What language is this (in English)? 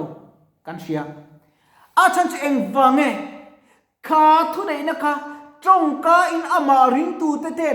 Mizo